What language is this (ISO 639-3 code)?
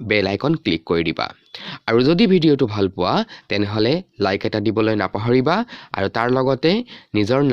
asm